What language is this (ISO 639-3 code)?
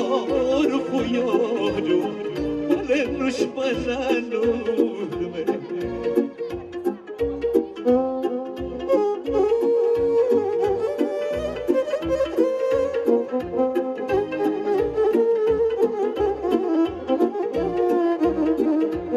ron